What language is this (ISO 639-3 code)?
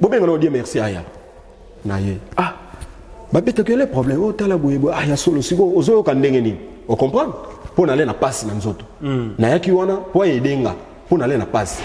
lin